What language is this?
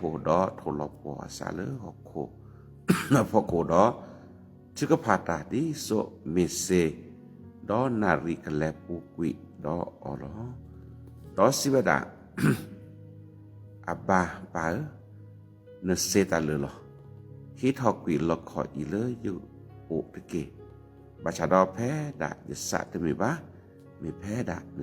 S'gaw Karen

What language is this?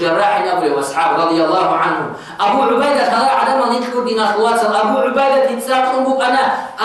Avaric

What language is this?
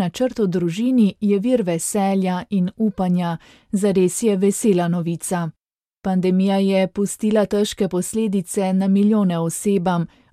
Slovenian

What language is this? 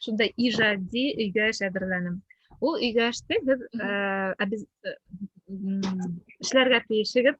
Bashkir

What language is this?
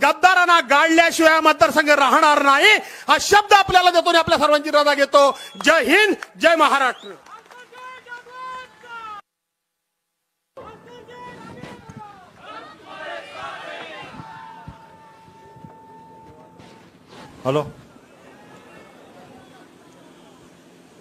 Marathi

